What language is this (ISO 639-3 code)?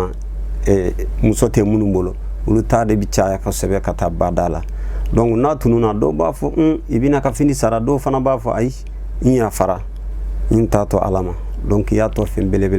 bam